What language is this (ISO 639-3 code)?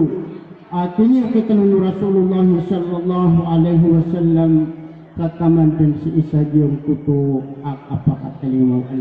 mrw